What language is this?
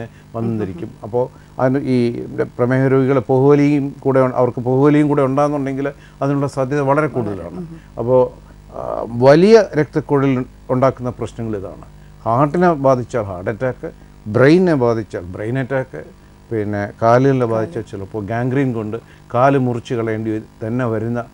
Malayalam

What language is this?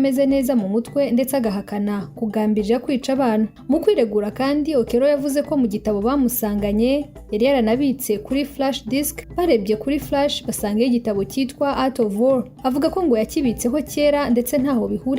Kinyarwanda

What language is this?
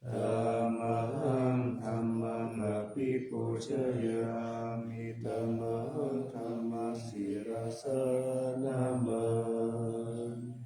Pali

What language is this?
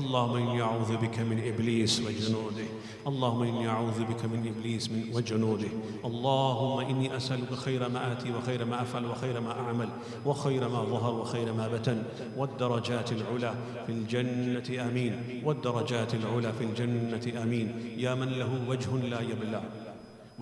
Arabic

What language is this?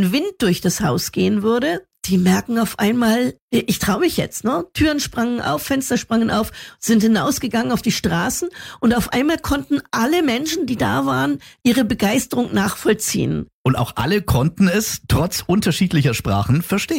German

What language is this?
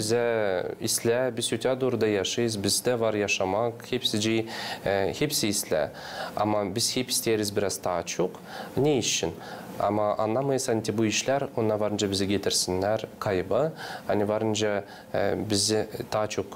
Gagauz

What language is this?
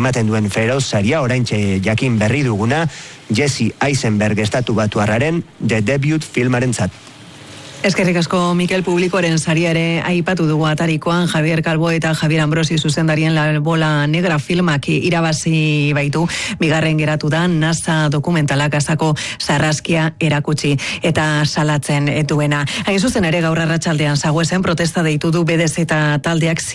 Basque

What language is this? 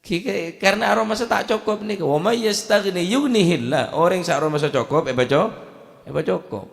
Madurese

